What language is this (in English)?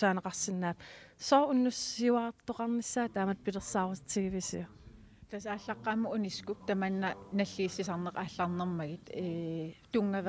Kalaallisut